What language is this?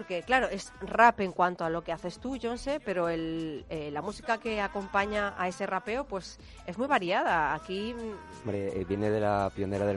Spanish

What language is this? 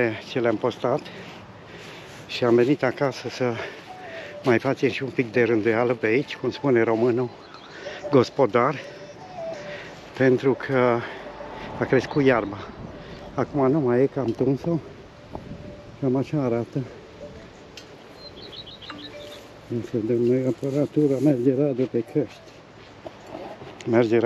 Romanian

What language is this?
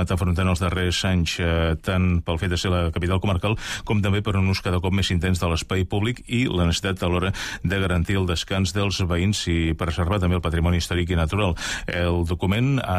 Catalan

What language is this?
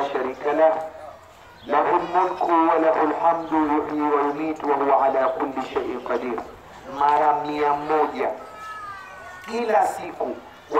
Swahili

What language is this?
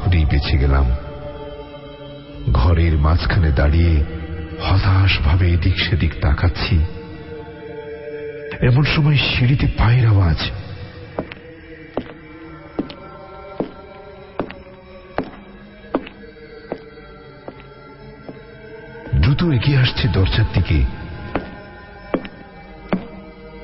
Bangla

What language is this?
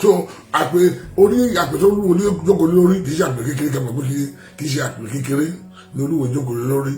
Yoruba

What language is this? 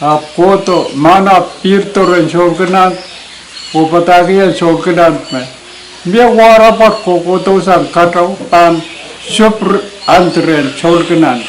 Pohnpeian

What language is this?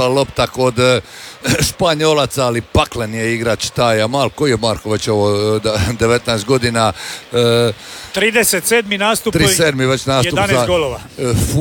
Croatian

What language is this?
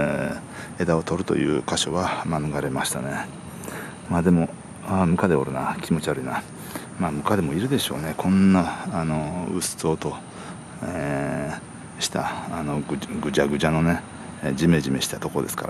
Japanese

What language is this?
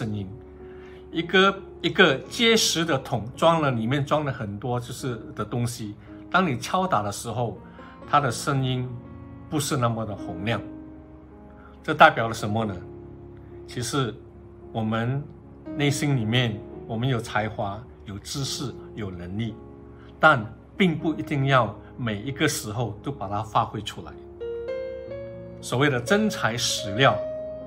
Chinese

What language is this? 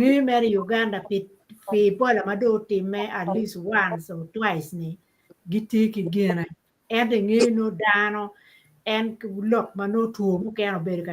Acoli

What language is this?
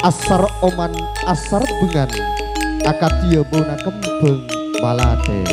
Madurese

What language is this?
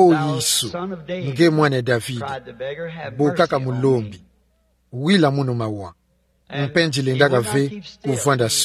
Kituba (Democratic Republic of Congo)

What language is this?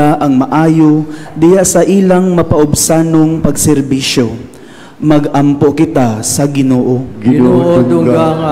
Cebuano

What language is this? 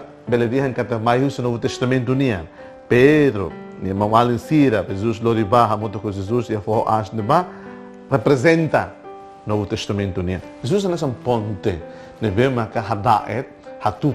Tetum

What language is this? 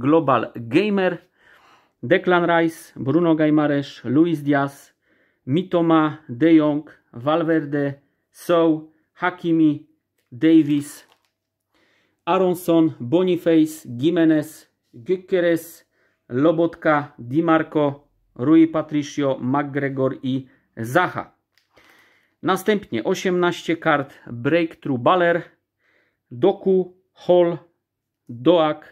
Polish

